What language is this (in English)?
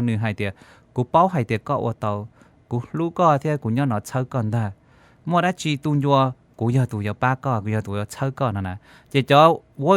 Hmong